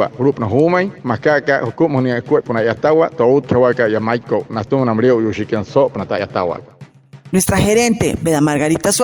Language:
Wayuu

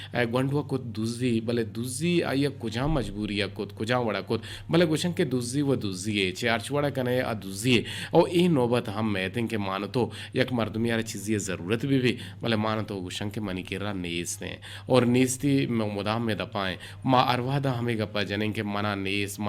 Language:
Eastern Balochi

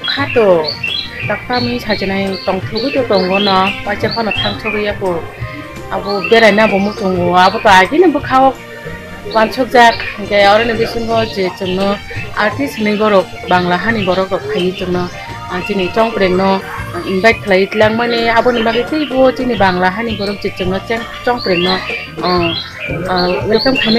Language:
Kok Borok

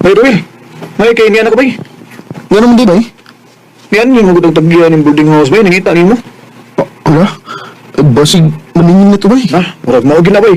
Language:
Cebuano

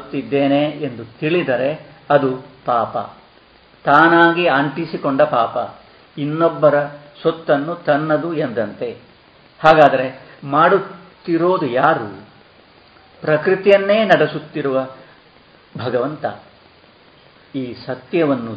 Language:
Kannada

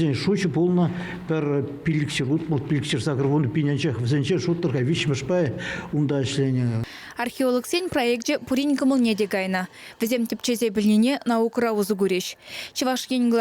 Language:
Chuvash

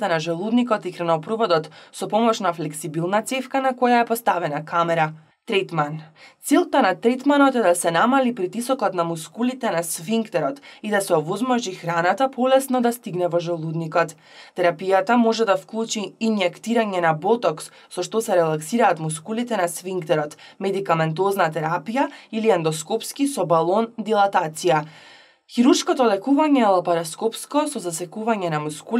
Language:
Macedonian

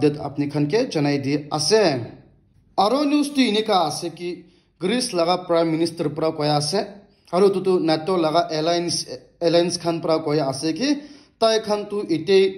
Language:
Naga Pidgin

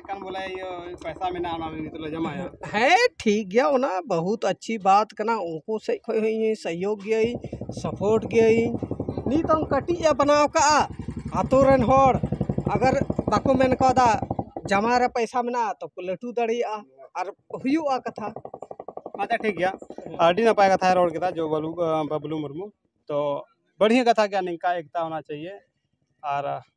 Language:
Santali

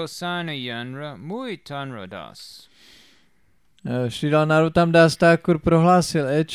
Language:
Czech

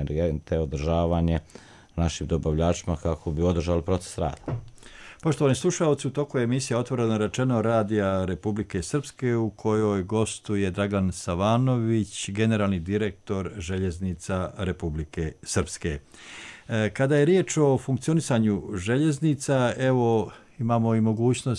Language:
Croatian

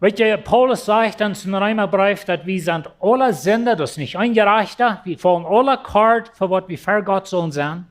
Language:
Plautdietsch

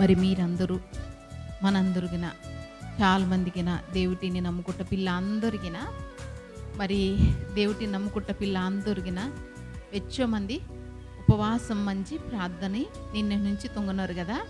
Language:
Koya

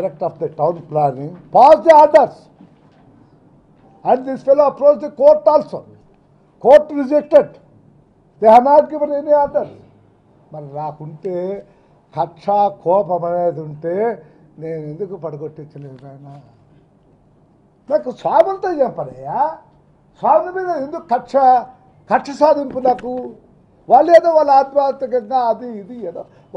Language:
Telugu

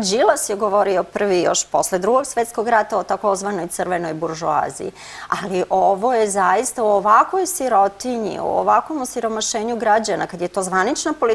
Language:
Serbian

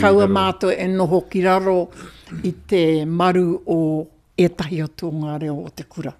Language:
Māori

